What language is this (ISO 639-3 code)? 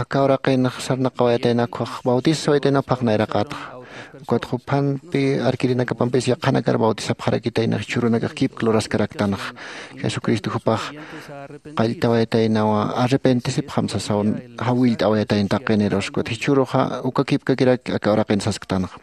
aym